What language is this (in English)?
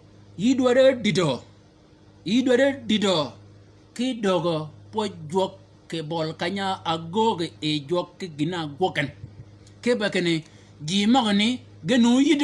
Shilluk